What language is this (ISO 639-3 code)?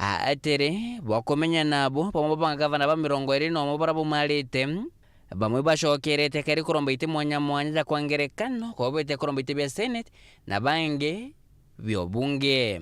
mer